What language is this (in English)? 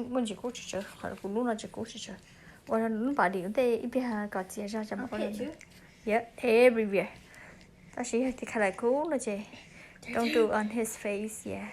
Hmong